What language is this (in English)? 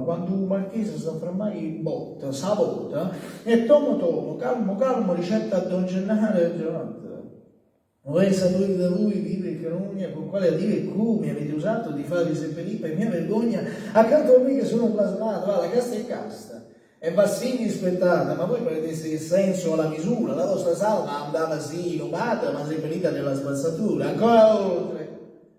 Neapolitan